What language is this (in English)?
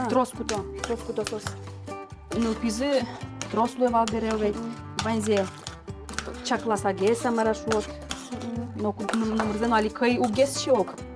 Udmurt